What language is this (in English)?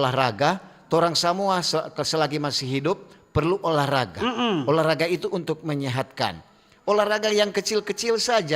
Manado Malay